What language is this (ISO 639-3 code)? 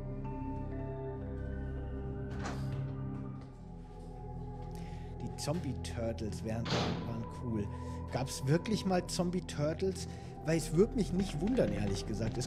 deu